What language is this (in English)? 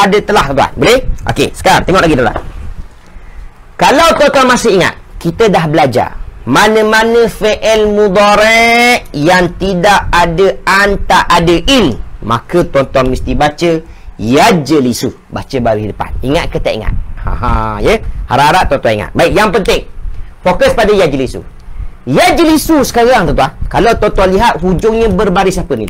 Malay